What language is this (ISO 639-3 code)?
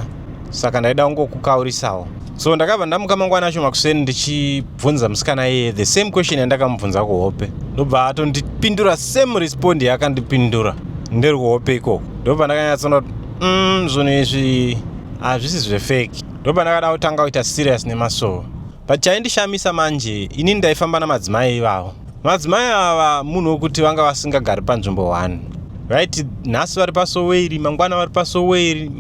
sna